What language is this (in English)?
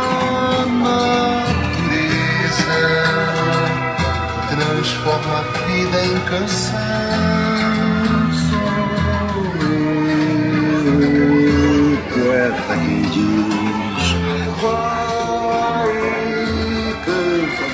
Portuguese